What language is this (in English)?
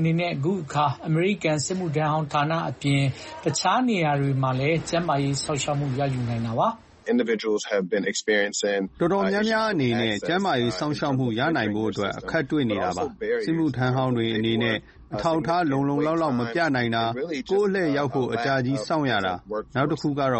Burmese